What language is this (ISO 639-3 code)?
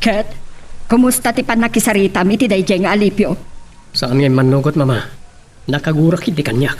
ilo